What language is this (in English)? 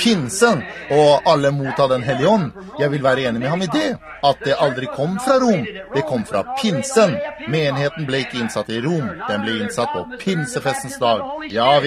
Norwegian